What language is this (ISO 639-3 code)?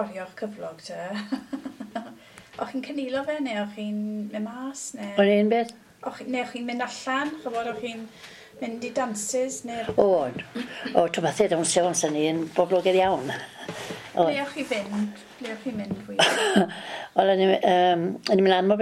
cym